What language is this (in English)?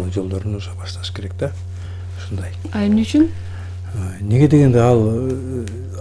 Kyrgyz